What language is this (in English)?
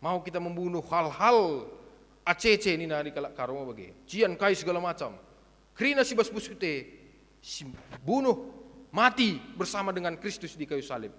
Batak Karo